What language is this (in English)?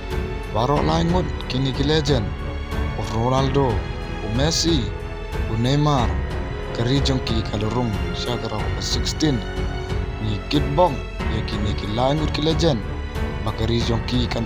Khasi